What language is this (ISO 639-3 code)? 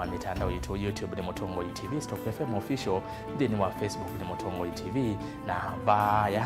kam